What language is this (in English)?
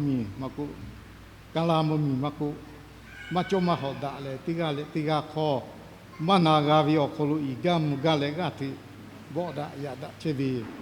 Lahu